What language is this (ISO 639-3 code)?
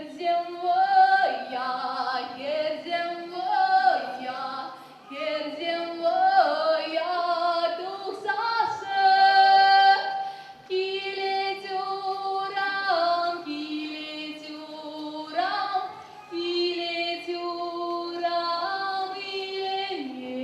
chv